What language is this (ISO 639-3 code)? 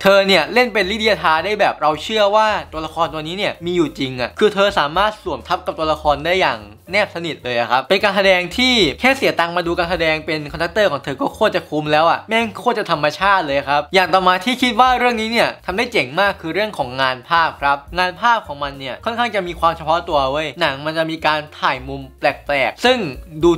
tha